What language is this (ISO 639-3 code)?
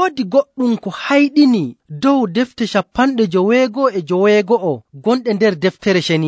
fuv